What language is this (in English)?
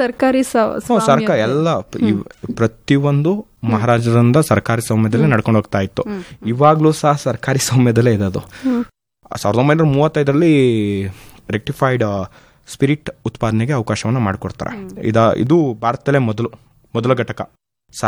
Kannada